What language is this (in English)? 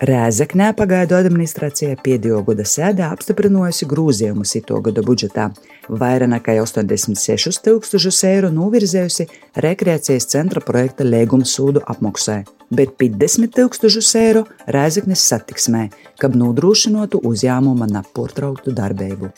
Latvian